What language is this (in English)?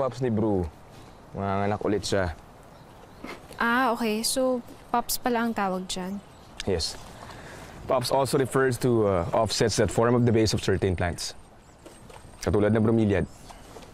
Filipino